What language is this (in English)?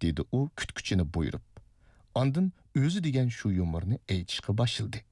Uyghur